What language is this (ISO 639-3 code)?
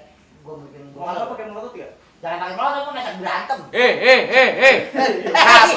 bew